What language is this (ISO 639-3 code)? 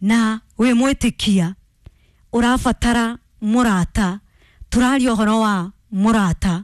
kik